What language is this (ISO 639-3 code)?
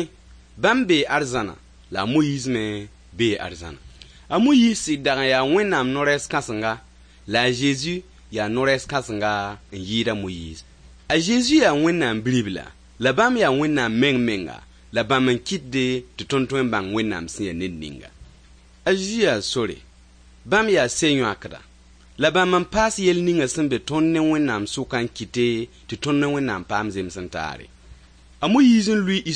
mos